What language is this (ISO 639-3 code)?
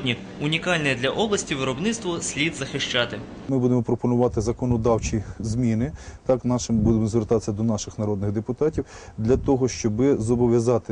ukr